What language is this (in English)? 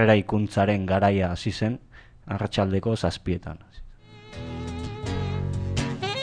Basque